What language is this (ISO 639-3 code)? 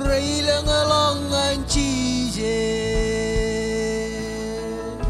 mah